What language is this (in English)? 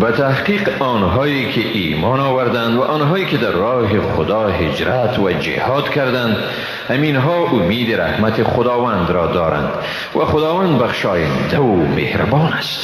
Persian